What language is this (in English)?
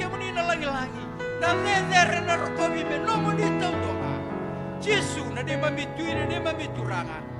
Fijian